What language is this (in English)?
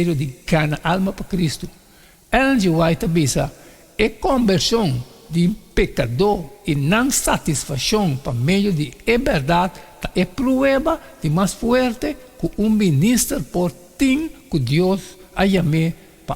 Papiamento